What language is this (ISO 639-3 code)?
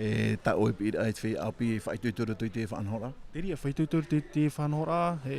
tah